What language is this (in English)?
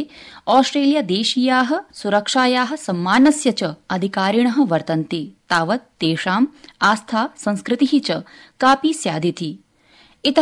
Sanskrit